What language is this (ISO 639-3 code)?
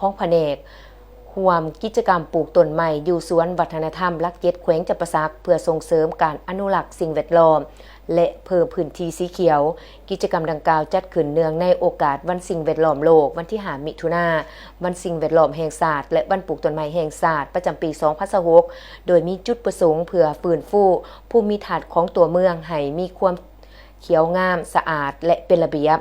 lao